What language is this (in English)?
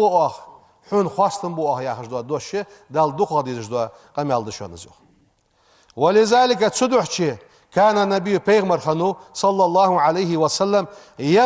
Ingush